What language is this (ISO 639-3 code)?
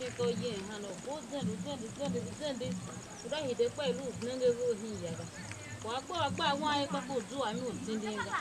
tiv